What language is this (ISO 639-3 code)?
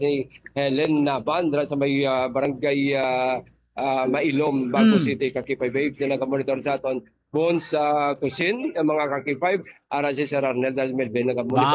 hil